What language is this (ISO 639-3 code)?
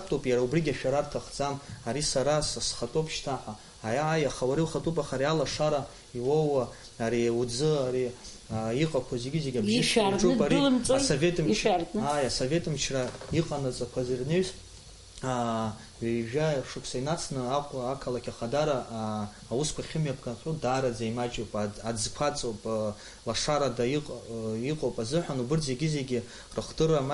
abk